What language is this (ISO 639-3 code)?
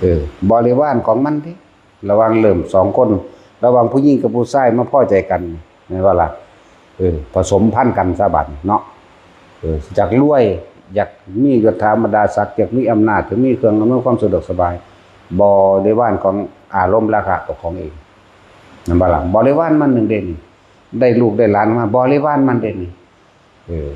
tts